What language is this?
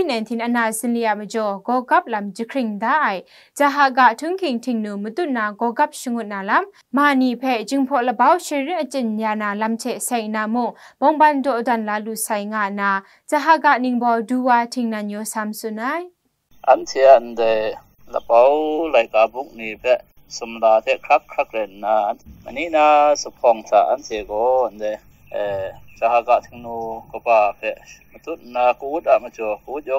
Kachin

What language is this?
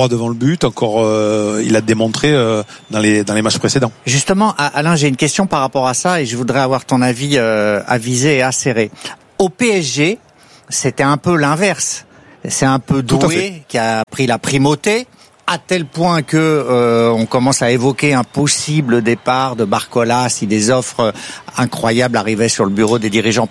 French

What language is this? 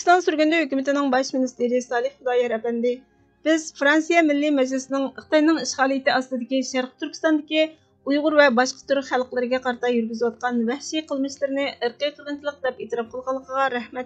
Uyghur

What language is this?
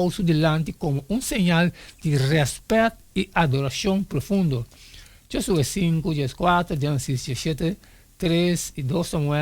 Papiamento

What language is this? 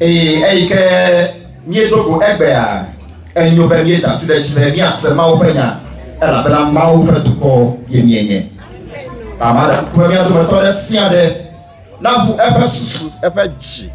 Ewe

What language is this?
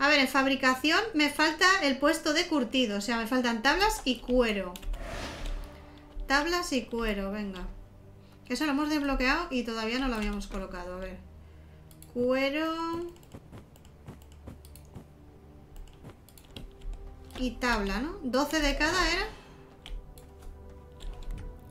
Spanish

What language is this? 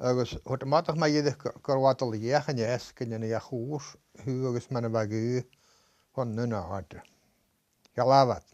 Scottish Gaelic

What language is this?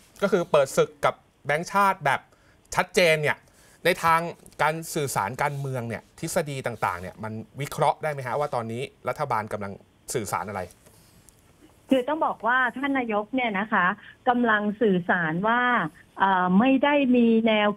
Thai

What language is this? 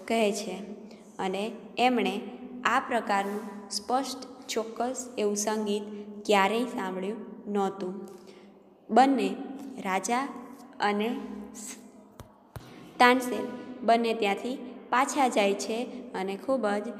Gujarati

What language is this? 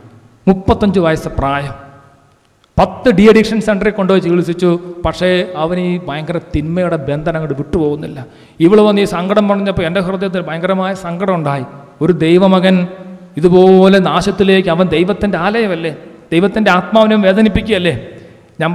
Malayalam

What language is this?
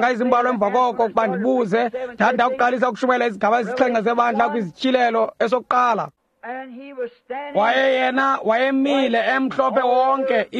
Xhosa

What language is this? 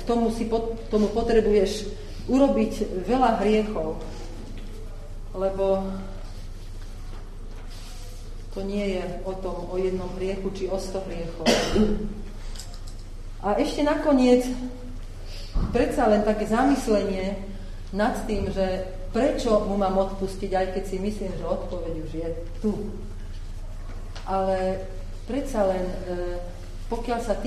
Slovak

